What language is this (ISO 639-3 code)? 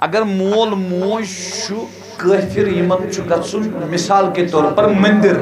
kas